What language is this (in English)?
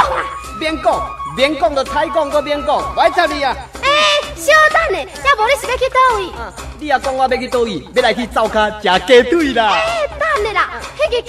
Min Nan Chinese